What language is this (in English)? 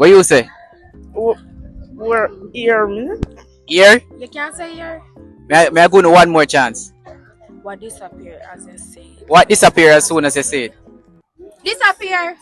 Jamaican Creole English